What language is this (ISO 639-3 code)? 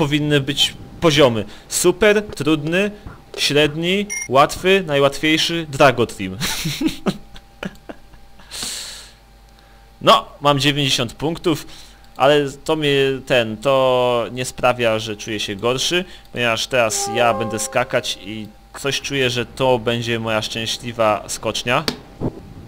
pol